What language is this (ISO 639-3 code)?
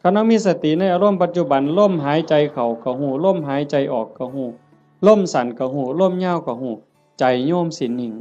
tts